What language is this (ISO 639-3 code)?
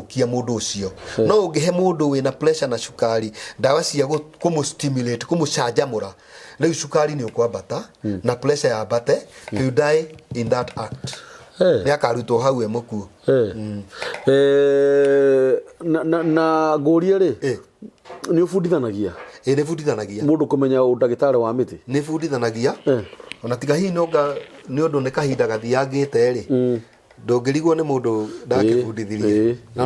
kik